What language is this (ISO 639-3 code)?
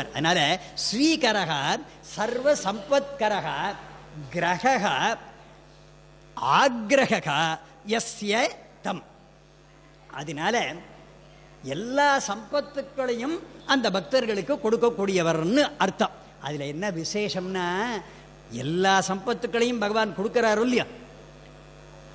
tam